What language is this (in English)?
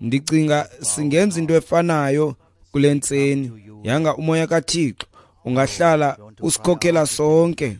Xhosa